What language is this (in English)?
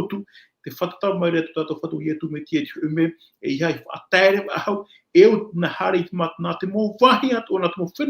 Tahitian